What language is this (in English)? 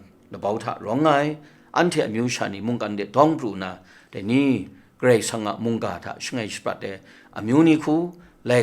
Kachin